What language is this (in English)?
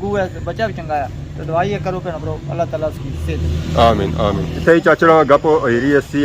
Pahari-Potwari